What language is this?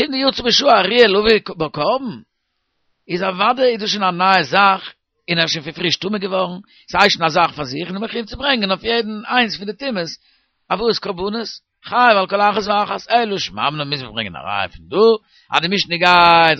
Yiddish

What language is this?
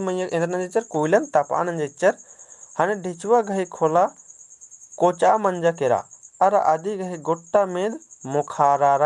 Kurukh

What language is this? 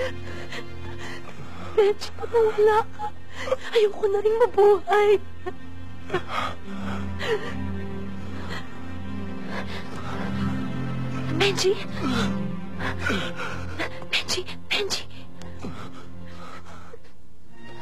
Filipino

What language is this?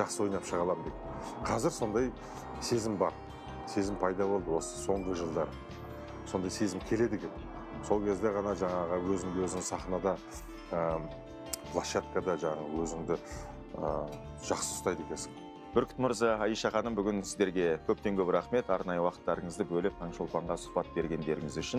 Kazakh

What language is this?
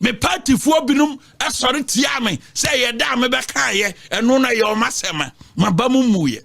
Akan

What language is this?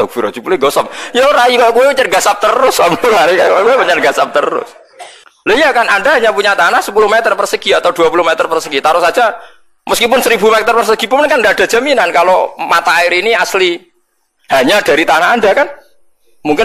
Javanese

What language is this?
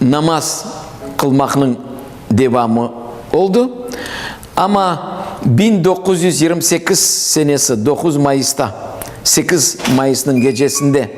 Crimean Tatar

